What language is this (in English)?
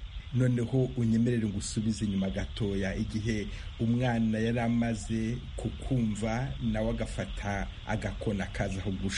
Kinyarwanda